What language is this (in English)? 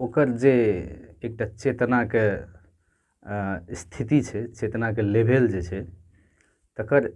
Maithili